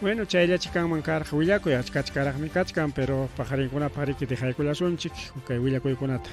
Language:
Ayacucho Quechua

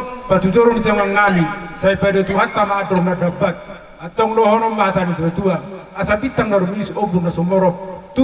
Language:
Batak Toba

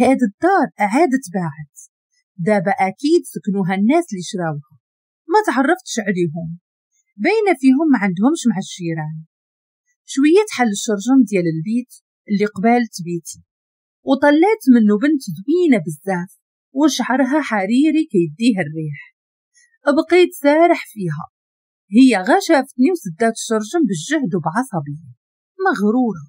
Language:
Moroccan Arabic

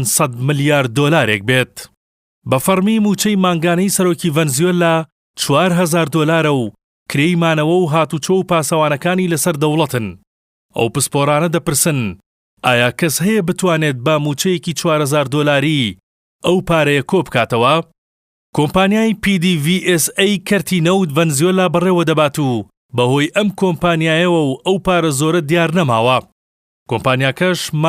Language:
Central Kurdish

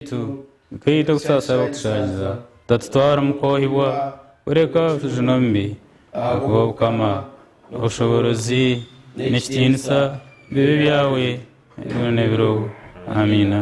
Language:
Nyankole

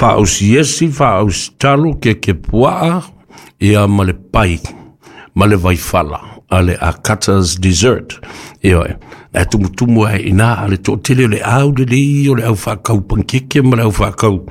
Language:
Samoan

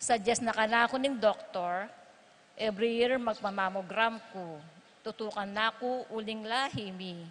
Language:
Pampanga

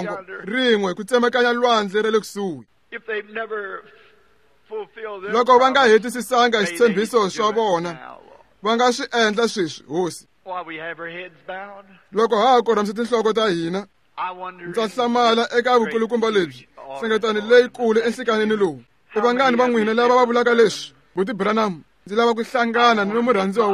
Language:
Tsonga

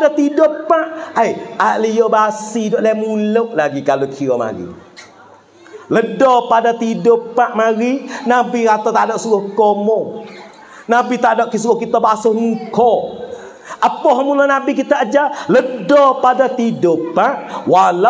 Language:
Pattani Malay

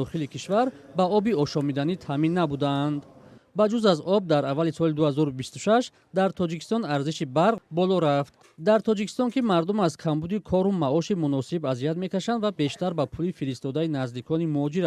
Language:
Tajik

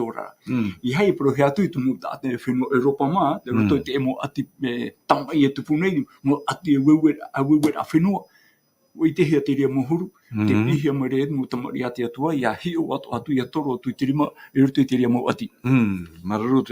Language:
Tahitian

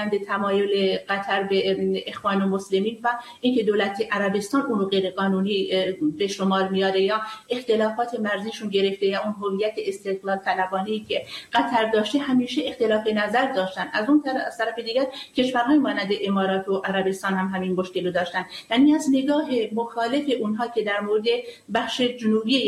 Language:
Persian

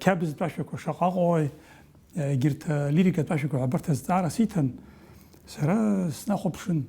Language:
Abkhazian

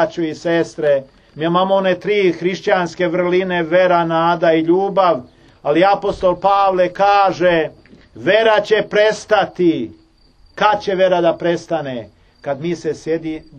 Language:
Serbian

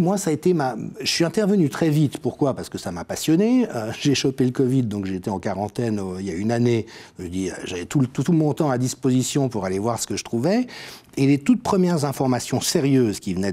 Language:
French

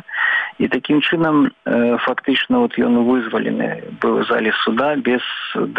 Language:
Belarusian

